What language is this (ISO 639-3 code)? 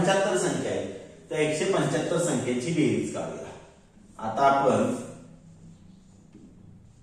mar